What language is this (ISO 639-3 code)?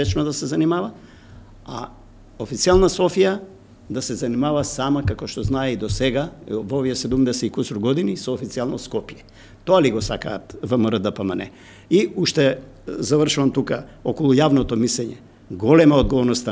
mkd